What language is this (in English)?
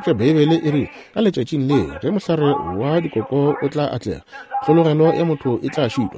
Northern Sotho